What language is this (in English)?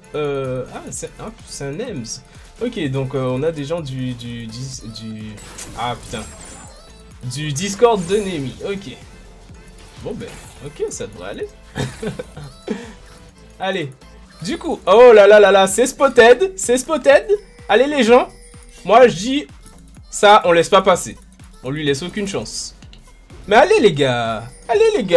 French